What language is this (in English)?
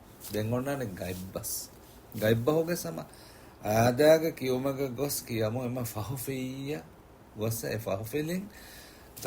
Divehi